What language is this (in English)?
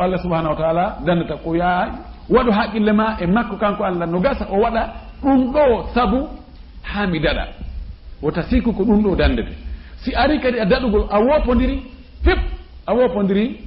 Fula